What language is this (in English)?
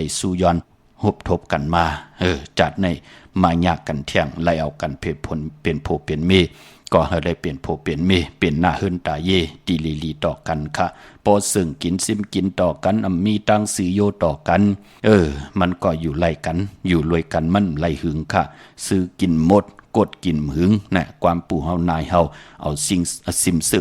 Shan